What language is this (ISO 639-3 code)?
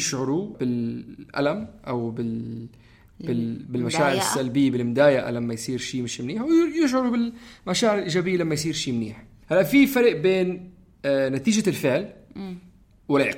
apc